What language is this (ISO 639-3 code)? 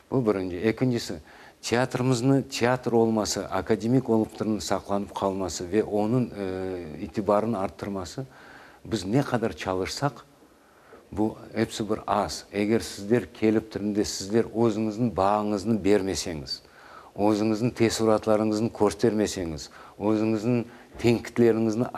crh